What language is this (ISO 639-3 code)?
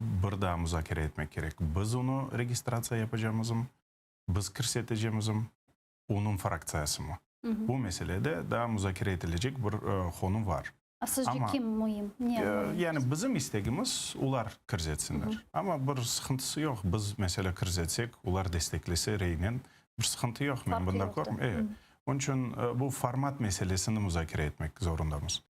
crh